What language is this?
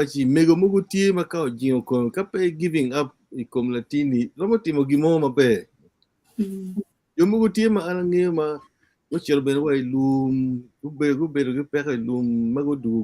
Acoli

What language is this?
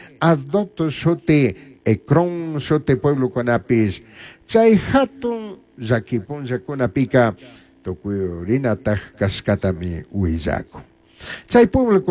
Chimborazo Highland Quichua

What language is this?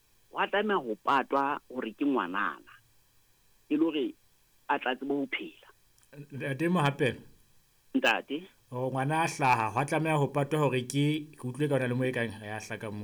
Southern Sotho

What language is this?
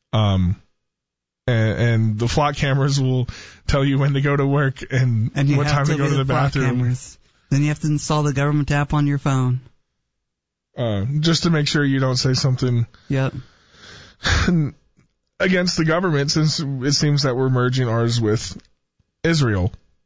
English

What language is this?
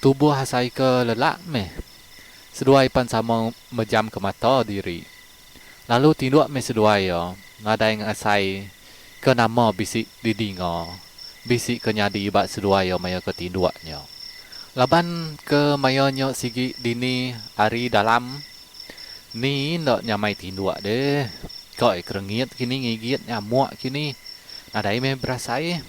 Iban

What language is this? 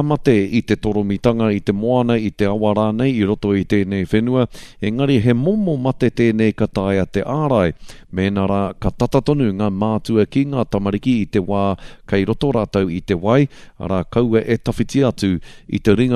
Māori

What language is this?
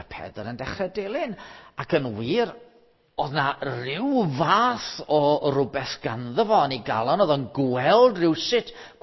Welsh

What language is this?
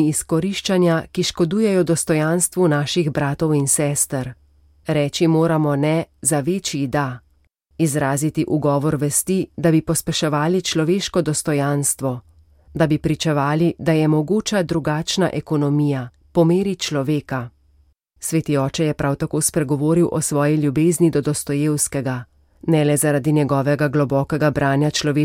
Slovenian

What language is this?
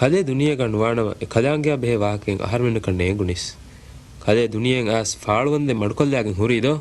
Divehi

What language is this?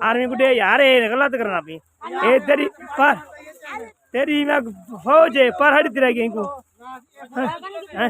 Saraiki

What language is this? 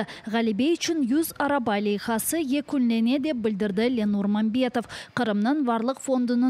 Crimean Tatar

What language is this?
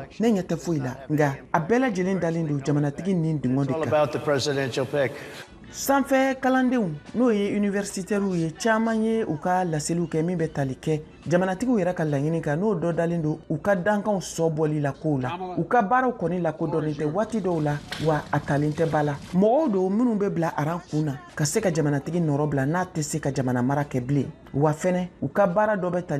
Bambara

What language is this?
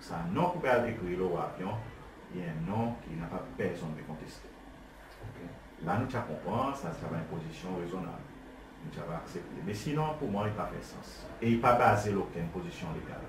Seselwa Creole French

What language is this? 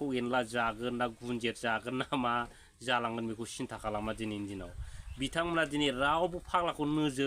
Bodo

